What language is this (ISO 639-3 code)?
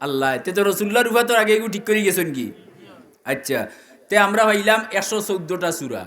syl